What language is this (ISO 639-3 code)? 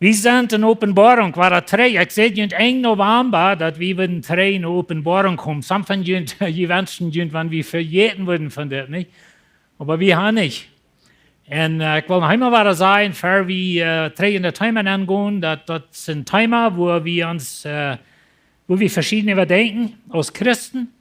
pdt